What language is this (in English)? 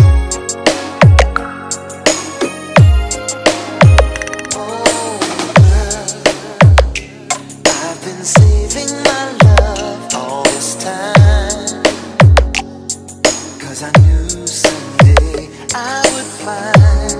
English